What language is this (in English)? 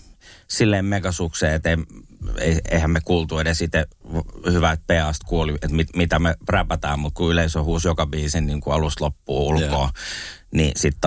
Finnish